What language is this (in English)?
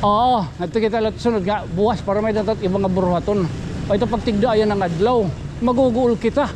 Waray